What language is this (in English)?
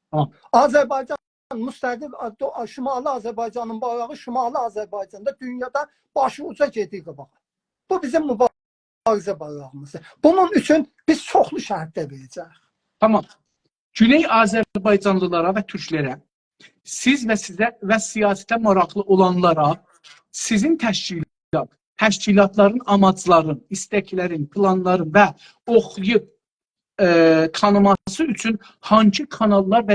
South Azerbaijani